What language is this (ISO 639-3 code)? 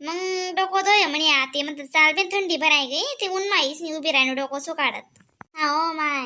khn